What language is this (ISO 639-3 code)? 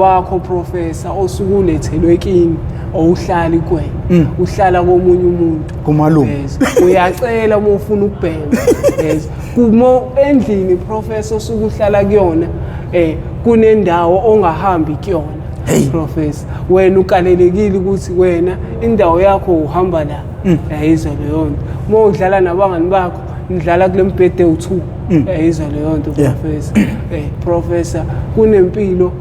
zul